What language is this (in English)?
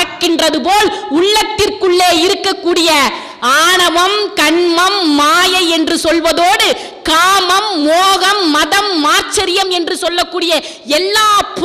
Tamil